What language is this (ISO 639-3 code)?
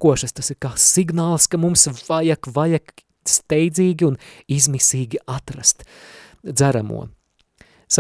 lav